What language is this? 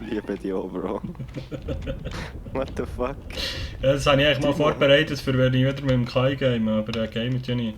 Swiss German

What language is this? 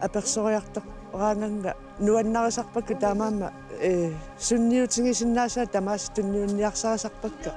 Kalaallisut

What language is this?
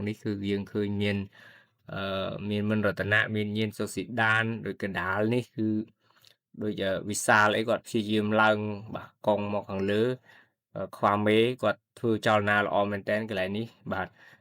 Khmer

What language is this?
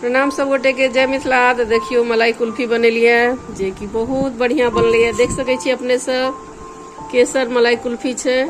Maithili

